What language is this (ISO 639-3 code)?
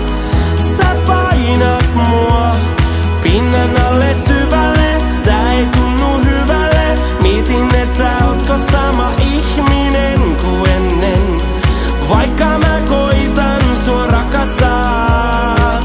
fin